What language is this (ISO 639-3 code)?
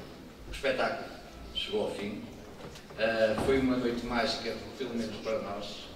por